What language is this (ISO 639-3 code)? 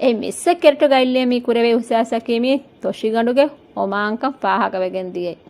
div